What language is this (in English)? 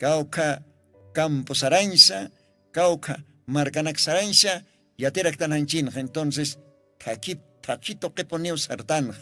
Aymara